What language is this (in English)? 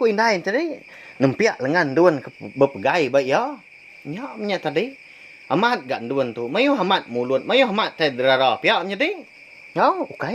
Iban